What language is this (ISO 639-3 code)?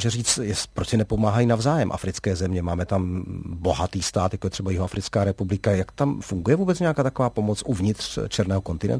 ces